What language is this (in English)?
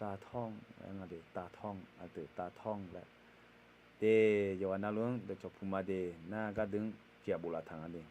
Akha